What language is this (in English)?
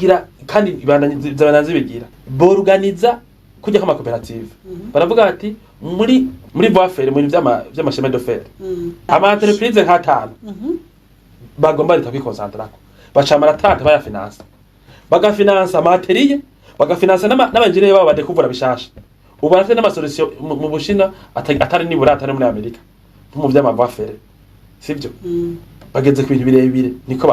Rundi